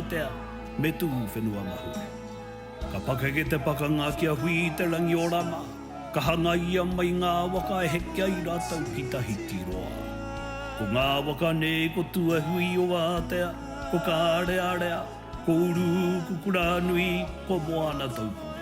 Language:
Māori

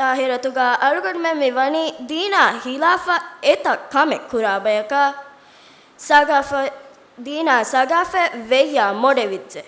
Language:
Divehi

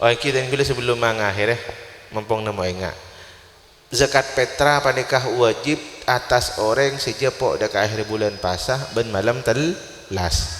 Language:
Madurese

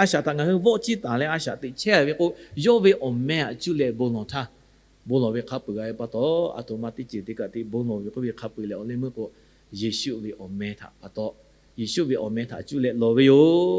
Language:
Lahu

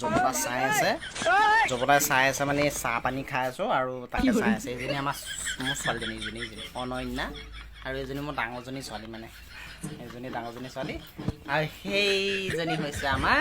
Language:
Assamese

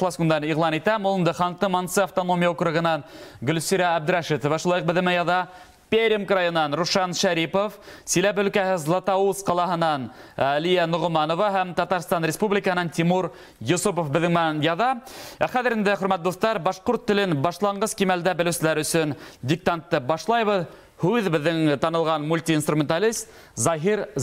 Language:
Bashkir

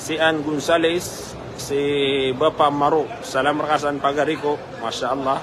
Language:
Maranao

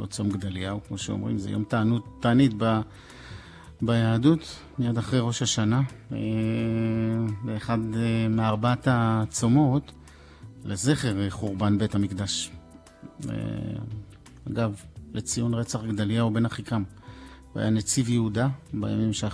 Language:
Hebrew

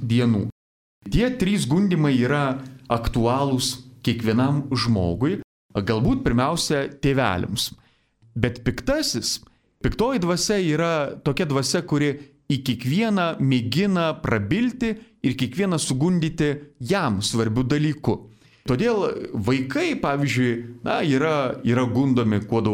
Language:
Lithuanian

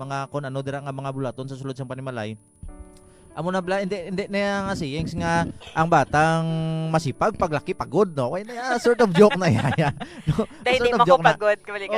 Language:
Hiligaynon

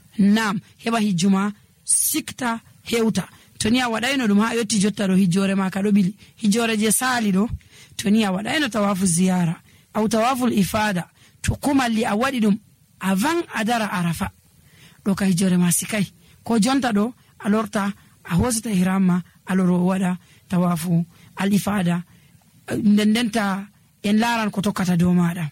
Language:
Nigerian Fulfulde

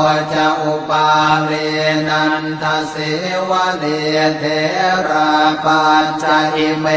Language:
Pali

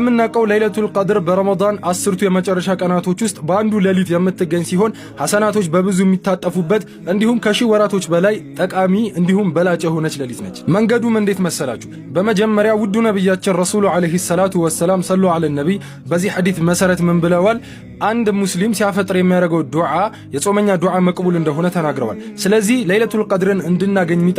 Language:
Amharic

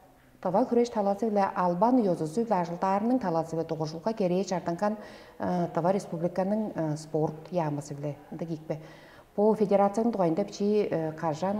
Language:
Tuvinian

